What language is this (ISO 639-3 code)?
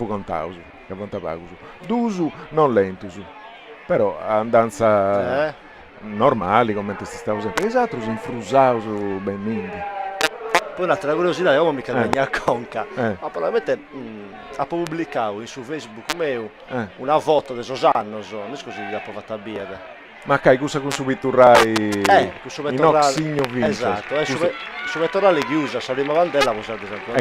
srd